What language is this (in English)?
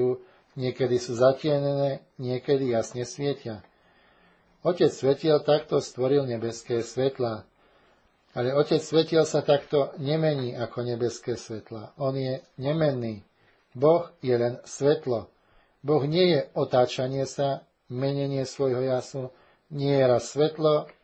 Slovak